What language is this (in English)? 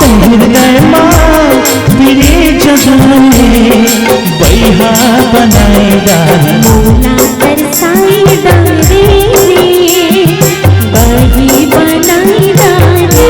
Chhattisgarhi